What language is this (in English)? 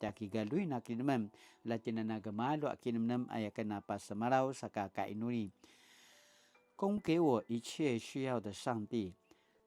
Paiwan